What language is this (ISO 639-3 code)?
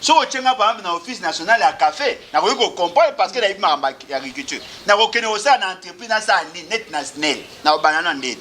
lin